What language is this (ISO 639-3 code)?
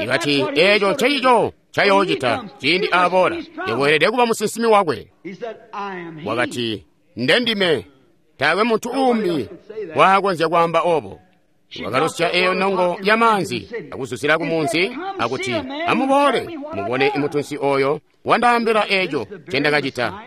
toi